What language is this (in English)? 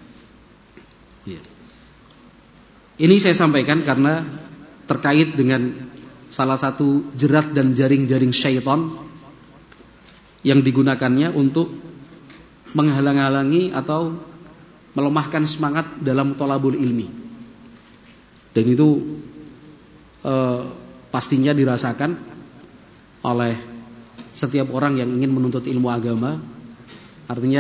Indonesian